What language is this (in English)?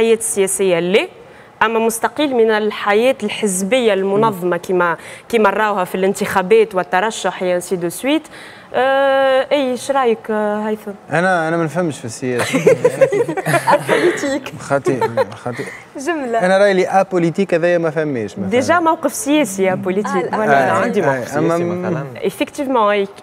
Tunisian Arabic